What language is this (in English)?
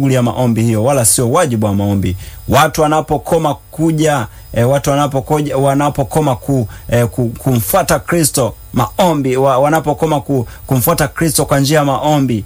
Swahili